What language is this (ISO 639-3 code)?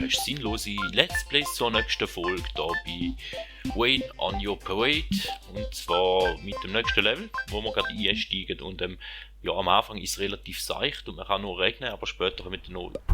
gsw